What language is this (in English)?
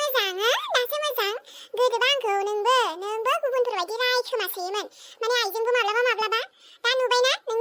Bodo